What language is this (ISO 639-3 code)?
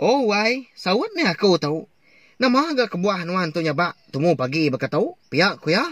iba